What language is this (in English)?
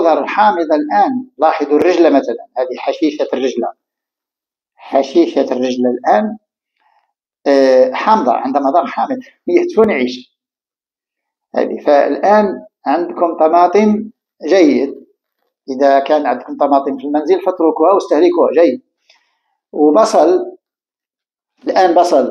Arabic